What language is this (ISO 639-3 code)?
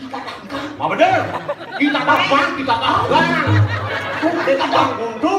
ban